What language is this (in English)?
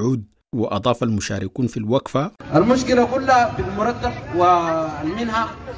Sudanese Arabic